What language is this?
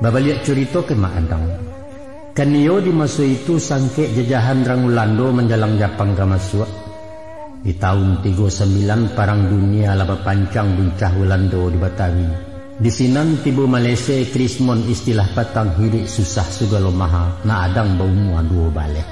Minangkabau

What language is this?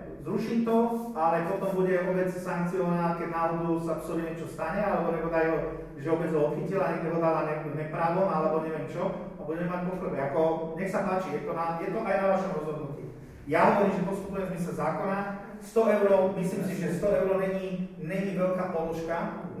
Slovak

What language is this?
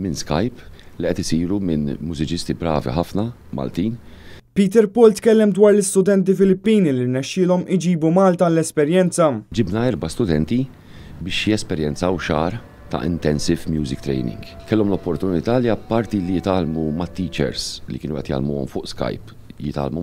Maltese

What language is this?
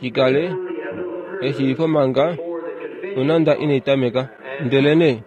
Kuanyama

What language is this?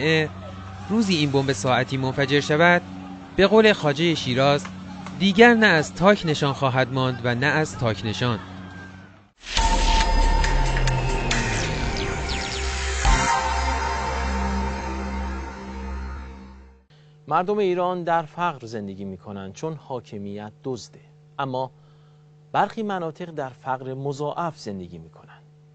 Persian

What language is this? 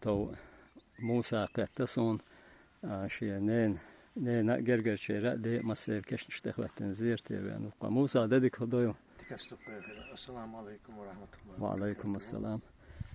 Chechen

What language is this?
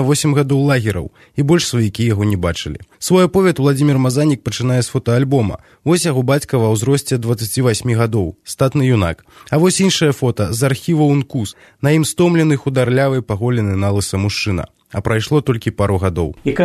Belarusian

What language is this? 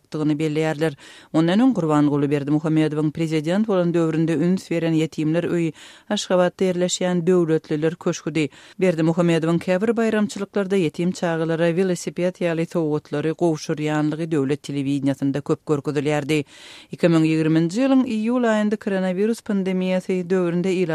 Turkmen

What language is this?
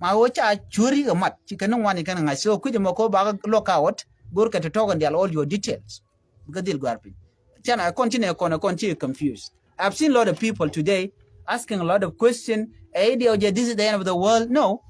Nuer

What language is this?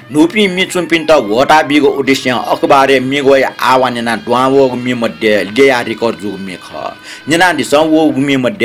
Newari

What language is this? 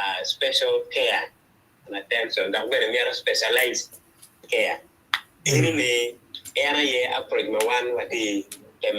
Acoli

